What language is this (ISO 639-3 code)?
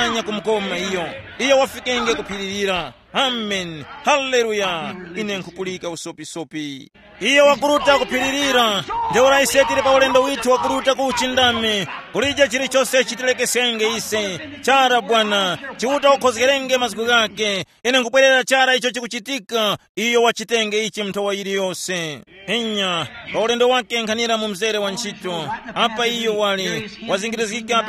tum